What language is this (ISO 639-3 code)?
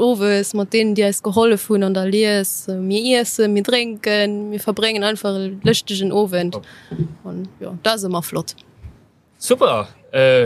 ltz